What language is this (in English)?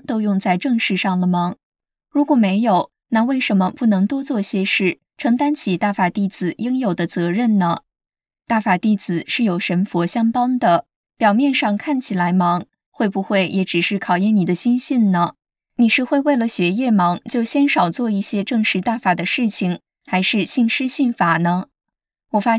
Chinese